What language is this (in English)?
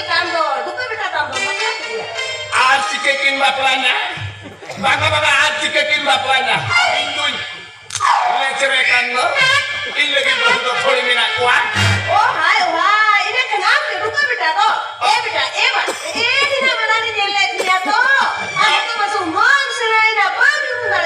Santali